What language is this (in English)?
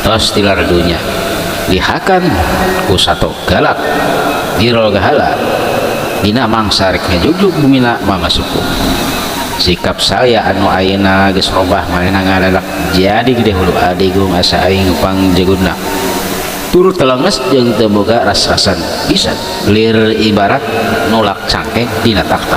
Sundanese